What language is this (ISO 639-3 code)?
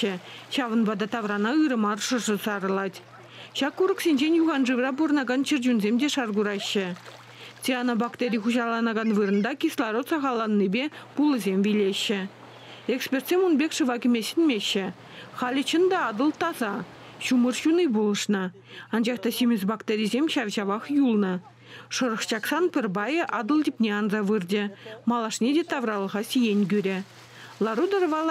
chv